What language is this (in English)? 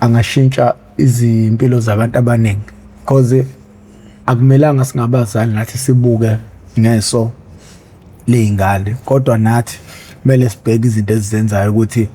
Zulu